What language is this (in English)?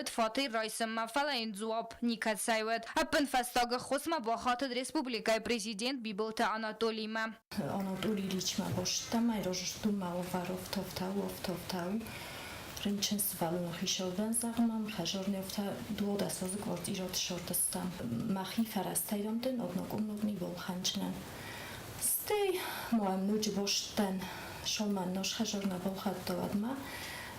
Ossetic